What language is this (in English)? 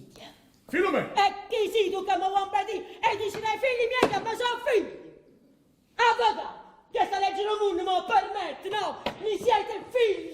Neapolitan